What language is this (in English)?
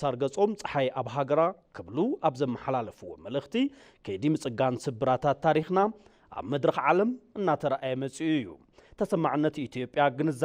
Tigrinya